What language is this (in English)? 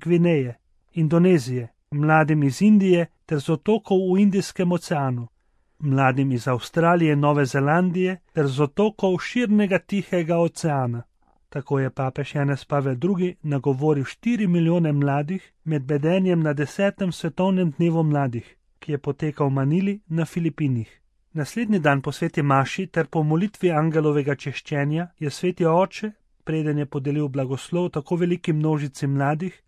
Slovenian